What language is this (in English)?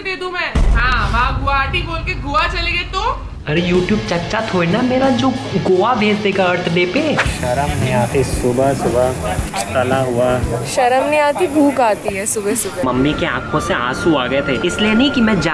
Hindi